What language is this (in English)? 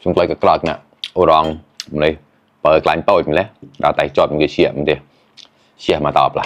Mon